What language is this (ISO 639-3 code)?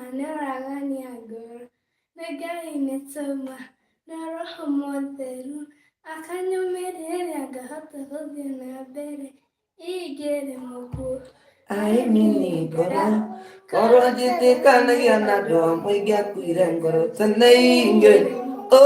kik